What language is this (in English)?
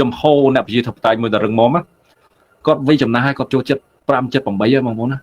Khmer